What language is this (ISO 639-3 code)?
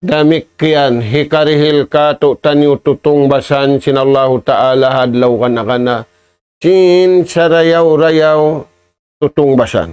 tsg